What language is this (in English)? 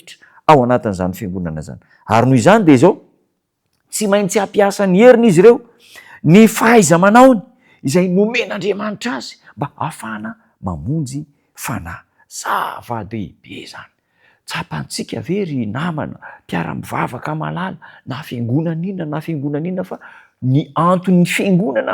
Malagasy